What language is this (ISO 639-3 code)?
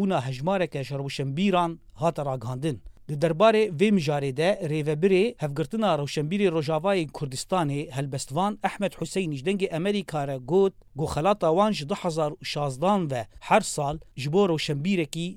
kur